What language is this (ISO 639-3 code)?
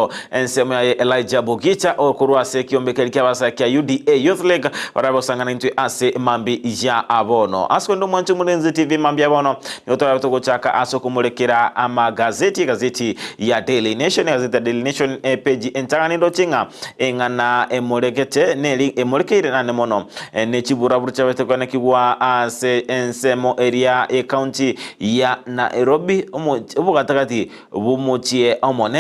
guz